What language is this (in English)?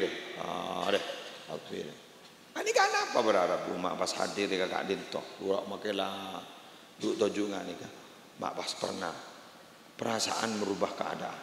Madurese